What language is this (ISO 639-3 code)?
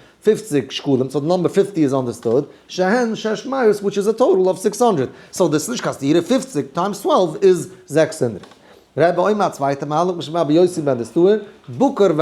yid